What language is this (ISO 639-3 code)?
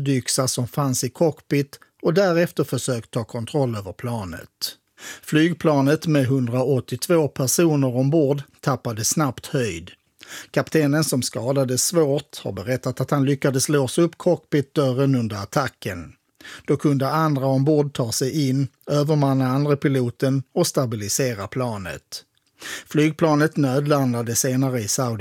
swe